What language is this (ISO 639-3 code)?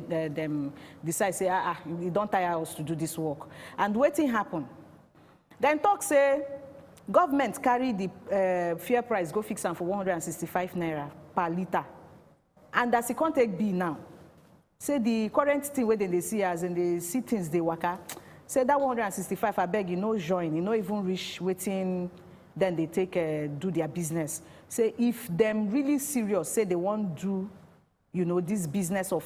pcm